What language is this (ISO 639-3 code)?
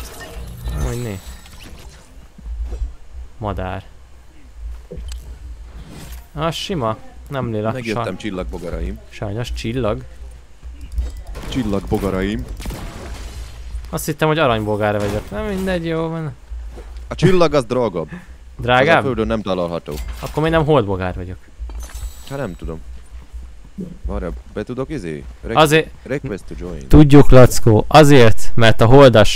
hun